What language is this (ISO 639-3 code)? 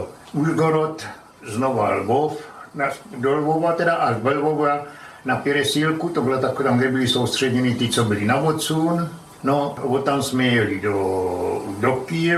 ces